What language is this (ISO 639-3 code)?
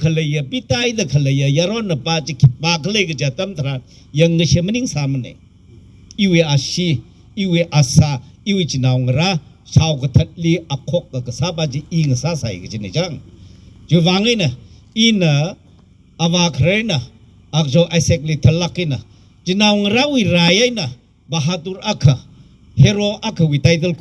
nmf